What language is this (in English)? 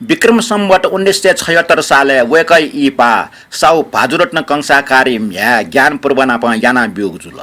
Newari